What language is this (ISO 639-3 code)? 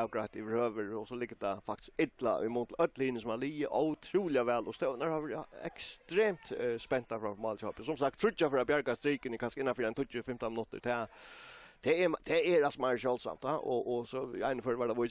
fao